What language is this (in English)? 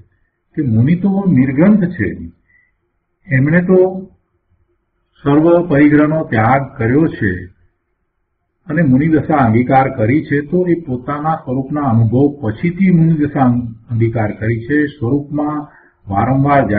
Gujarati